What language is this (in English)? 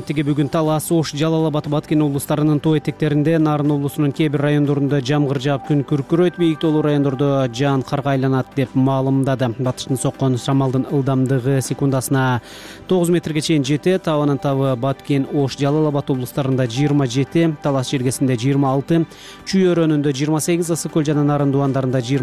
Kyrgyz